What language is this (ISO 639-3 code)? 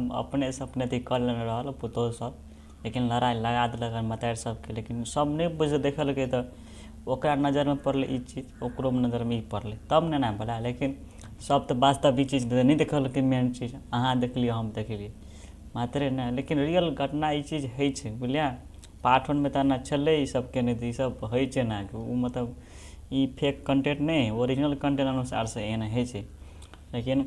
mai